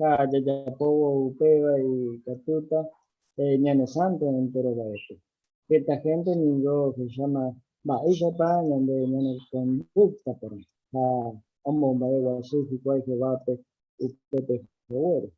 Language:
Guarani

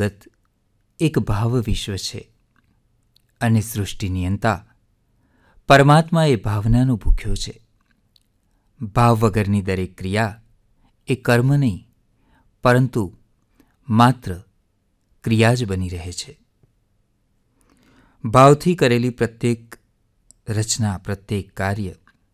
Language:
Gujarati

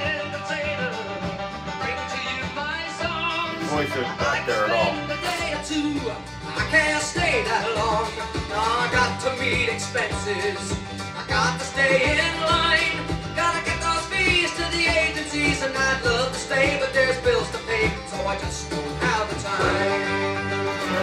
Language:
English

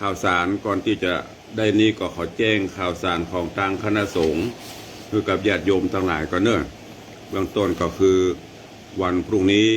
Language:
Northern Thai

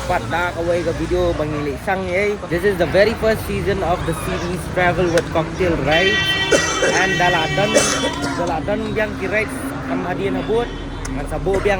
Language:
Khasi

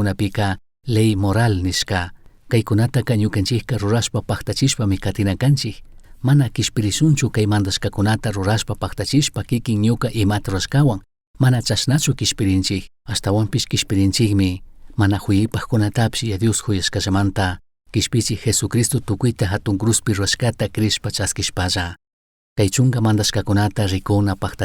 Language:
Chimborazo Highland Quichua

